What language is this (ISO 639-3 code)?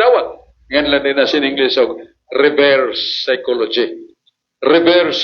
ceb